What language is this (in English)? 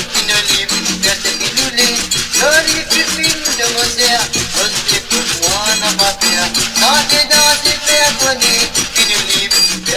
Morisyen